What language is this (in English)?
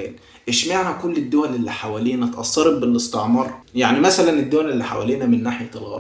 Egyptian Arabic